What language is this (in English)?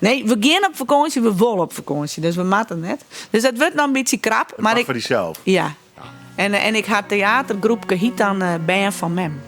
Western Frisian